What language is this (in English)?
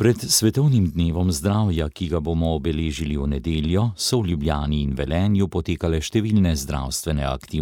Slovenian